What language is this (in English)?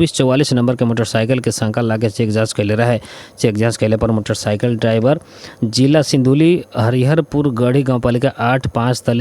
Bhojpuri